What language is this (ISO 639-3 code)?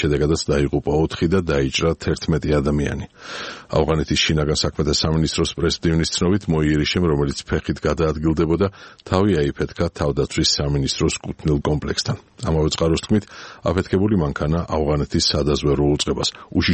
kat